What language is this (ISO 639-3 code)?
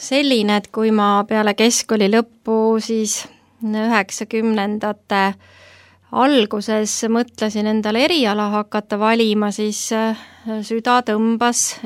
est